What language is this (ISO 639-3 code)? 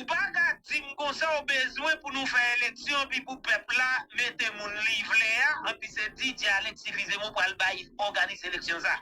hat